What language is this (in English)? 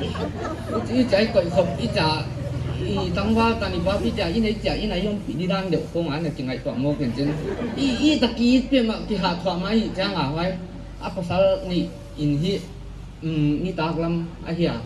Paite Chin